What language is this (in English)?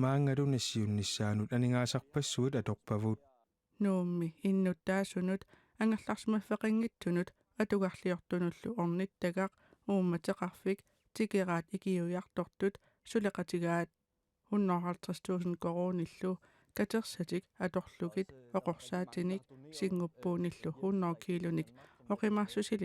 Kalaallisut